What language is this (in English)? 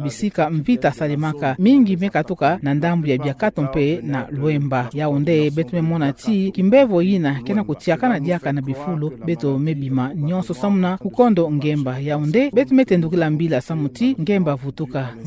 Kituba (Democratic Republic of Congo)